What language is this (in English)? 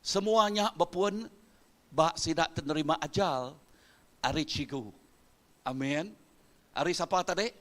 Iban